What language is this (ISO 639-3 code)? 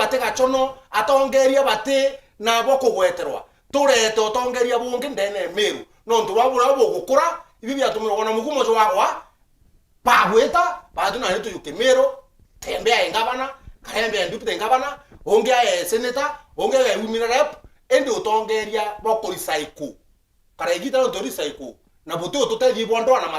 mer